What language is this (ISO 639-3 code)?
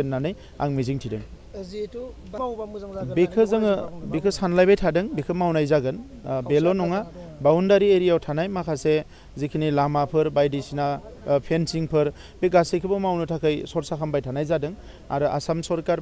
brx